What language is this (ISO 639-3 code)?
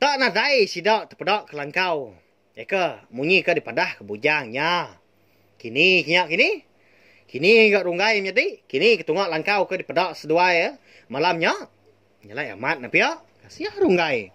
iba